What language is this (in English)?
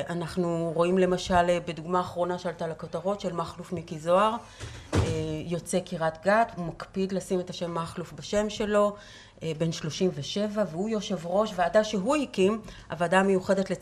Hebrew